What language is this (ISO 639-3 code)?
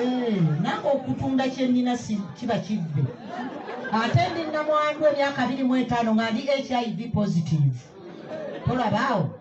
lug